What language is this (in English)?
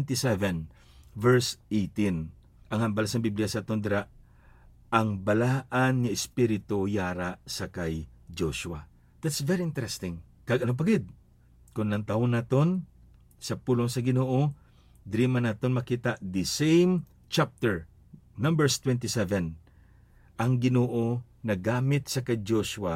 Hiligaynon